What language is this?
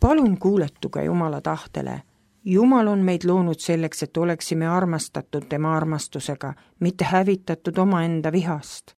Estonian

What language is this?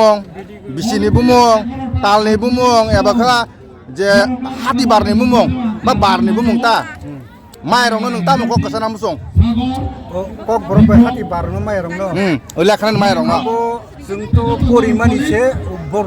Kok Borok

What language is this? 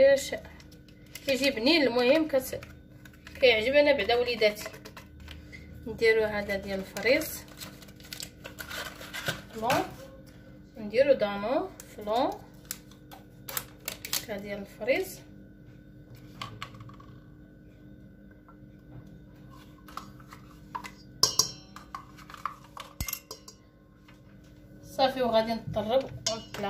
Moroccan Arabic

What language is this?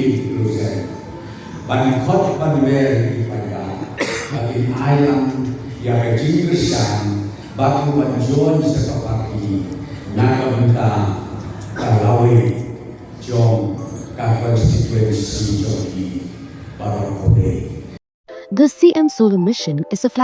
Khasi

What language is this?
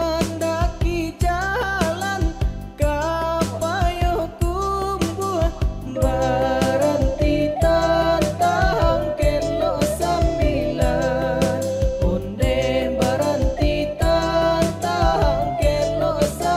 Minangkabau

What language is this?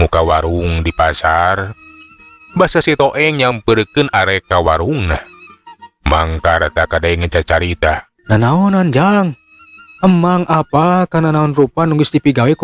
Sundanese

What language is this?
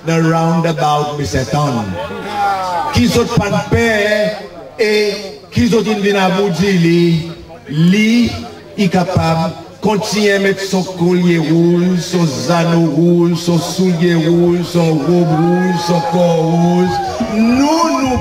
Seselwa Creole French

